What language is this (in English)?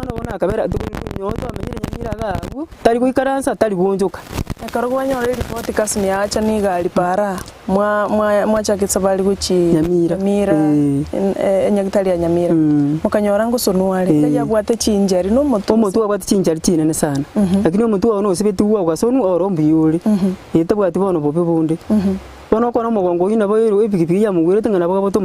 Gusii